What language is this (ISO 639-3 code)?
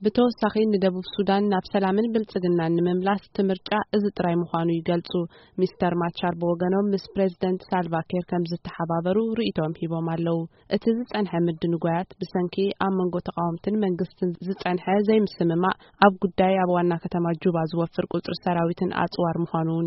tir